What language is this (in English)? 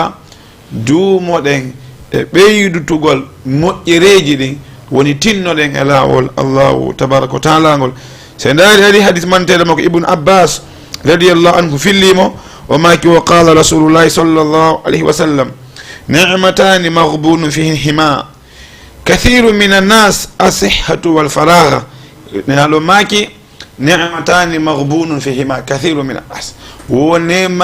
Fula